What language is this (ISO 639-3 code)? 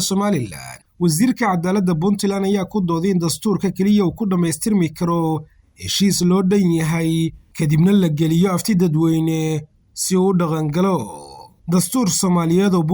som